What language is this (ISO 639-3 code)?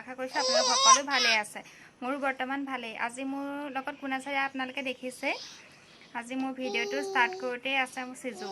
asm